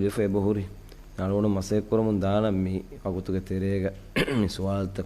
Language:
Divehi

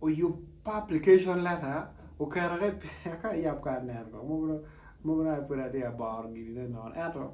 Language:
Acoli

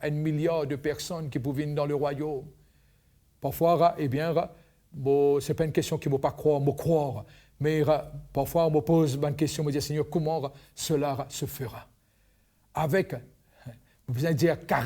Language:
Morisyen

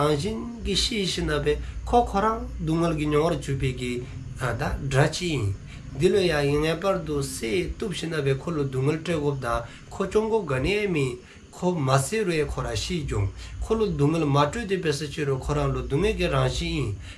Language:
Dzongkha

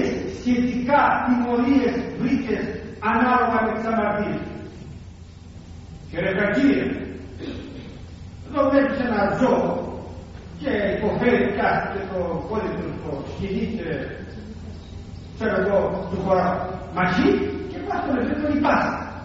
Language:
Greek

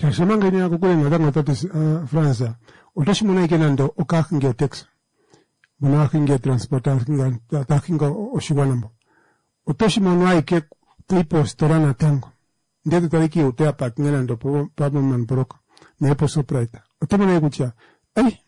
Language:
Kuanyama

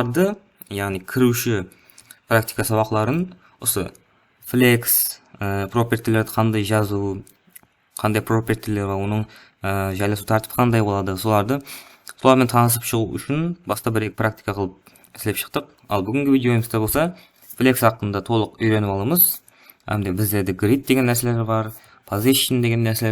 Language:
Kara-Kalpak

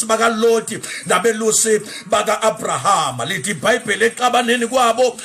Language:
Zulu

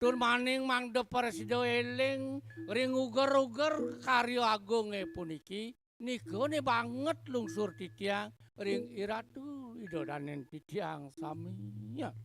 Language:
Balinese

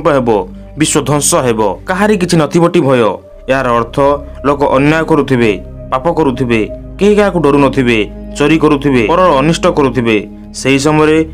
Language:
Odia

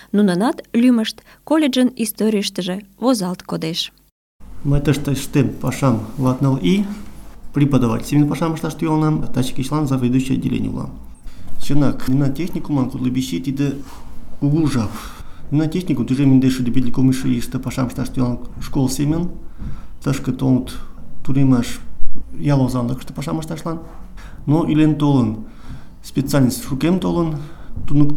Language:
Mari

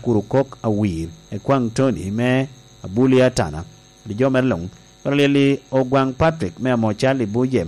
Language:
Lango (Uganda)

